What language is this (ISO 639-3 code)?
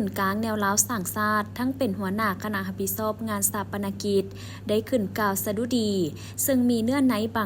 lao